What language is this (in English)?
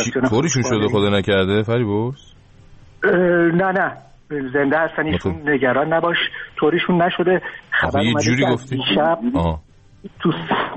Persian